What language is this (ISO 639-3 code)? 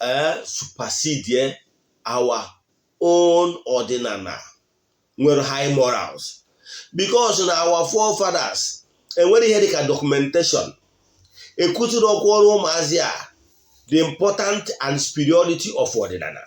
ibo